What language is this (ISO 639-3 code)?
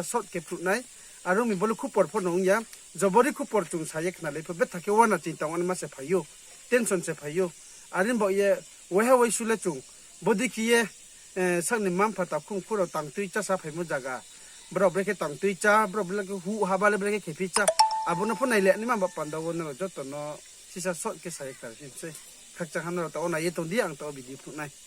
ria